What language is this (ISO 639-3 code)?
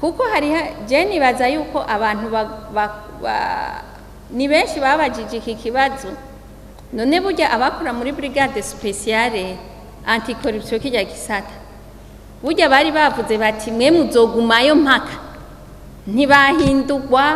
run